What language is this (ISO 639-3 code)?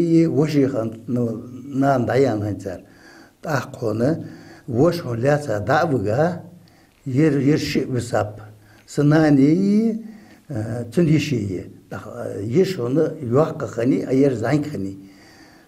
inh